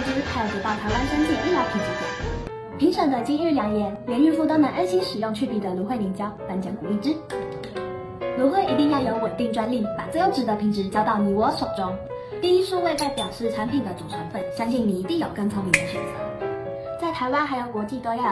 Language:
Chinese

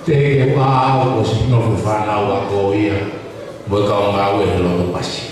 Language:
Tongan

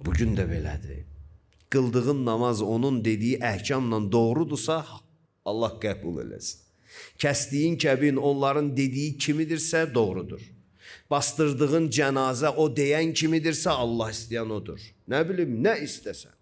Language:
Azerbaijani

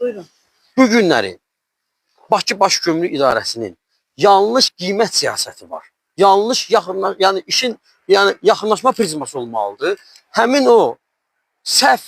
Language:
Azerbaijani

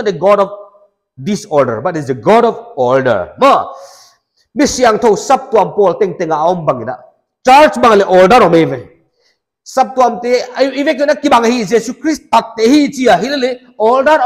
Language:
Paite Chin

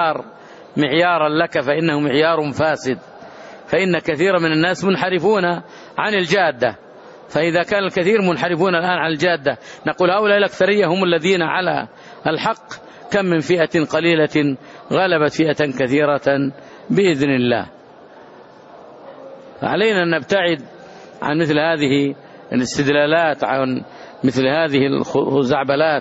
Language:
Arabic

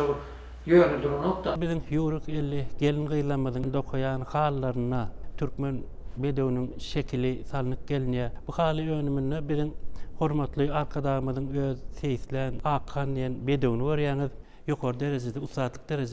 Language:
Turkmen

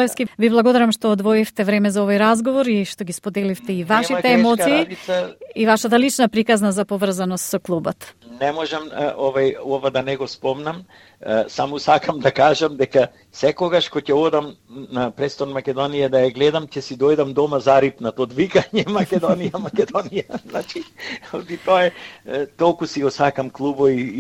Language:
Macedonian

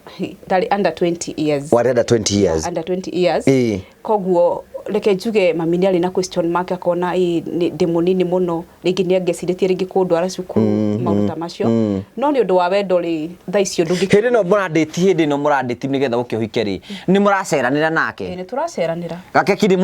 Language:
Kikuyu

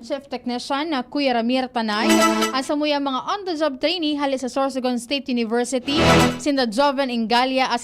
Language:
Bikol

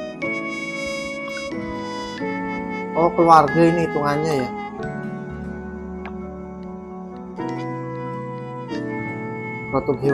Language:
Indonesian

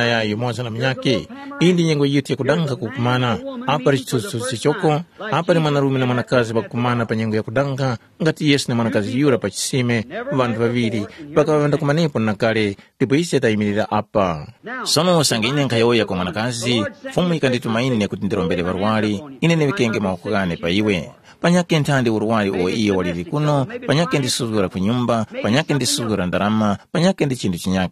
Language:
Tumbuka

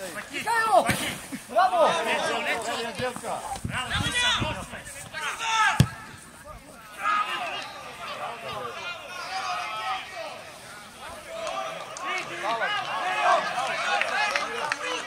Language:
Serbian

